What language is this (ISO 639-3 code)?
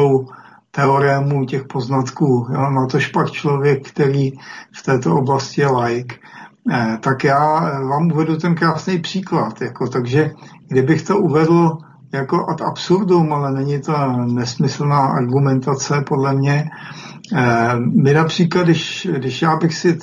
ces